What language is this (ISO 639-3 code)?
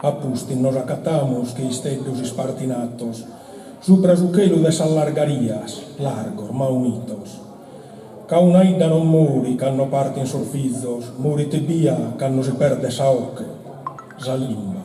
srd